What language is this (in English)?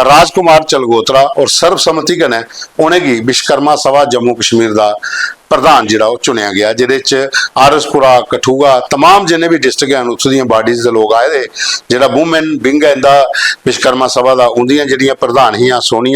Dogri